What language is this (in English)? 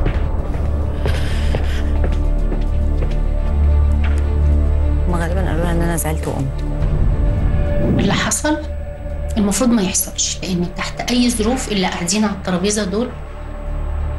Egyptian Arabic